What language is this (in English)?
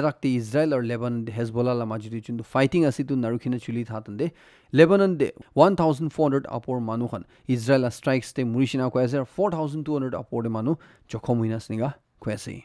Naga Pidgin